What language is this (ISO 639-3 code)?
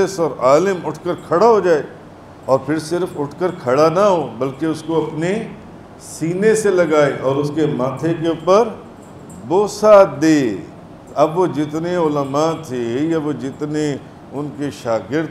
urd